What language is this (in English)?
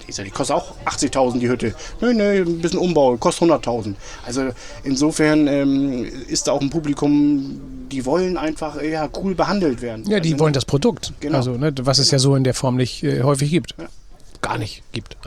German